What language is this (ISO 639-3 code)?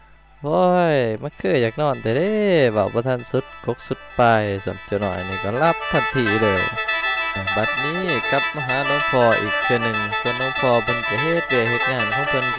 tts